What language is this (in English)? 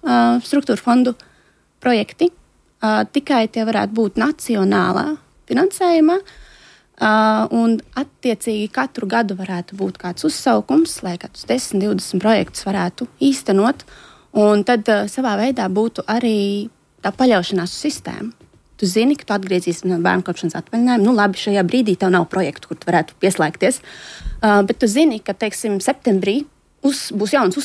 Latvian